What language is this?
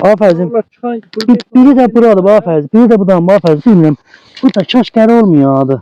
South Azerbaijani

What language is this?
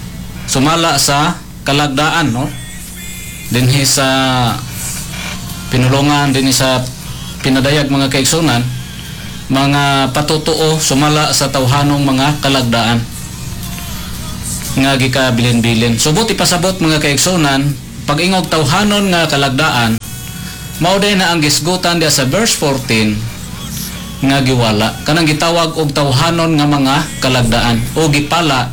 Cebuano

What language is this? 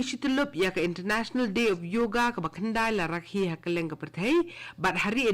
Khasi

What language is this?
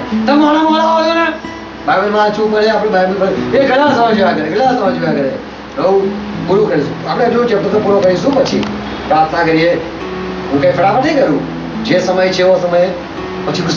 Gujarati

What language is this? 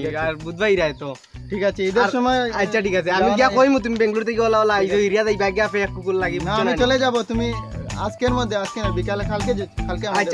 Sylheti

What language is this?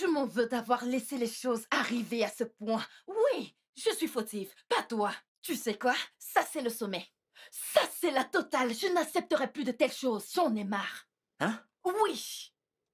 French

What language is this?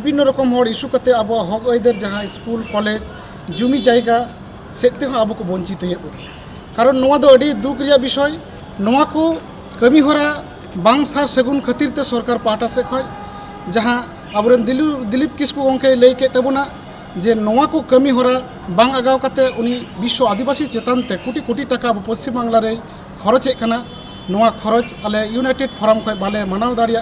Santali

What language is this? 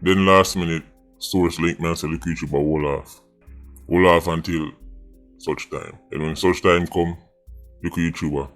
Jamaican Creole English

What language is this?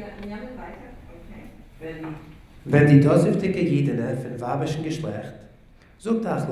Yiddish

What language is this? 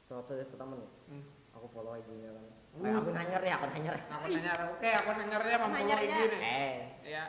Banjar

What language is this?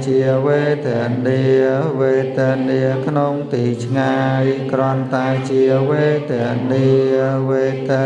Khmer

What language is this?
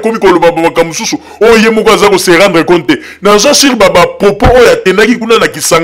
Lingala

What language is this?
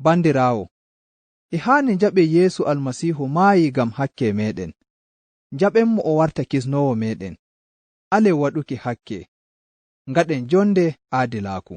Nigerian Fulfulde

